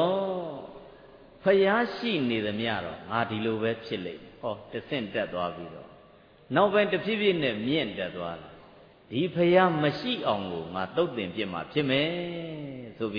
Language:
Burmese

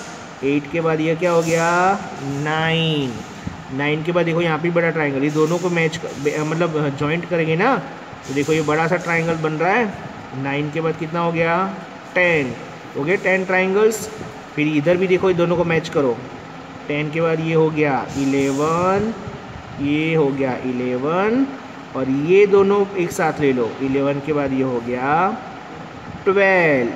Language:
Hindi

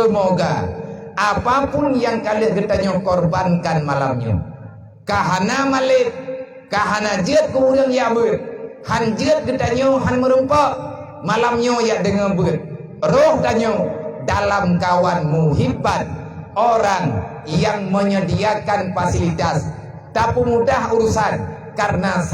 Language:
Achinese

